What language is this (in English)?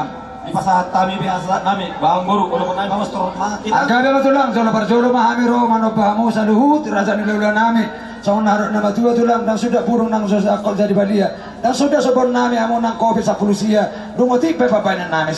Batak Toba